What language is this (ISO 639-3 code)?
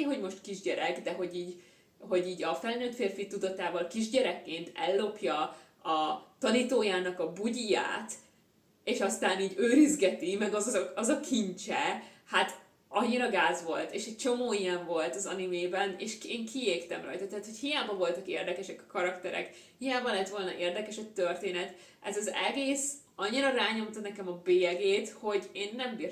hun